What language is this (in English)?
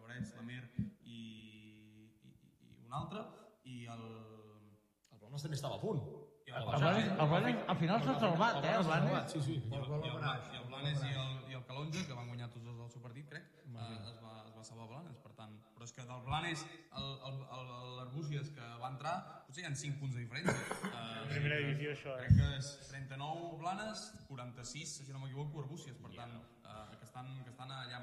Catalan